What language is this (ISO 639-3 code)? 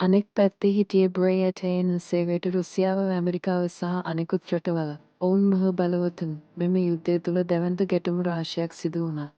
sin